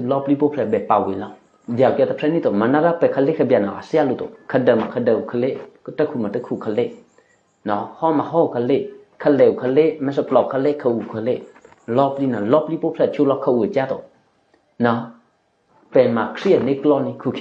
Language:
Eastern Kayah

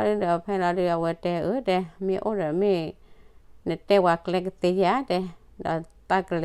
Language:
S'gaw Karen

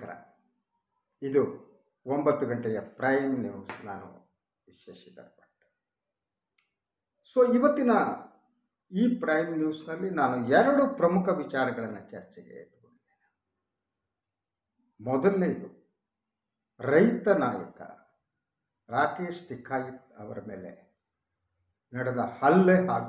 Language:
Kannada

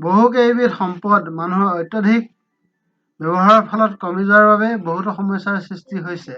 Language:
Assamese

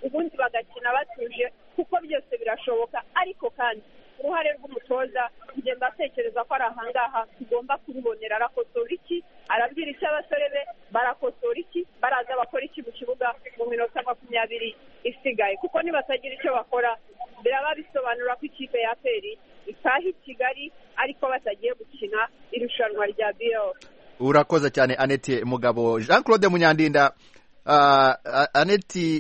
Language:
Kinyarwanda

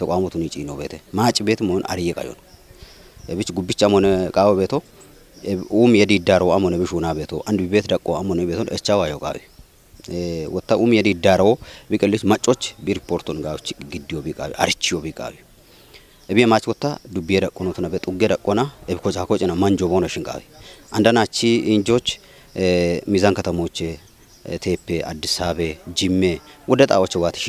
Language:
Kafa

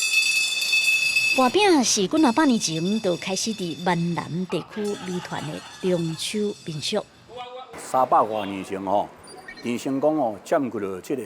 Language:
Min Nan Chinese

